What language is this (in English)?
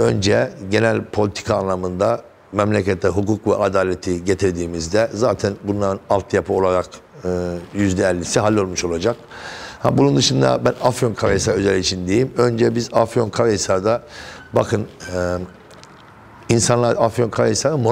Turkish